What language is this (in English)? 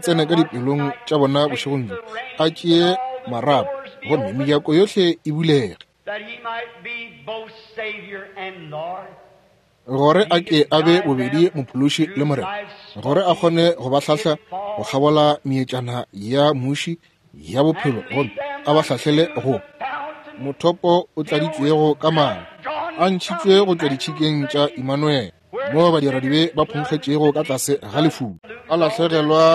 Northern Sotho